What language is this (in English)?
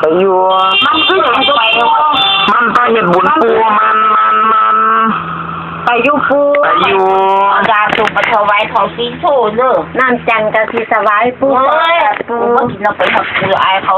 Northeastern Thai